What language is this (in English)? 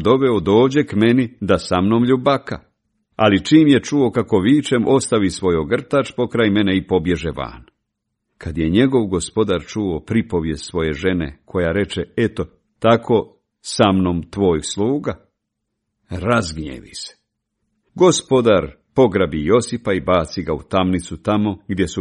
Croatian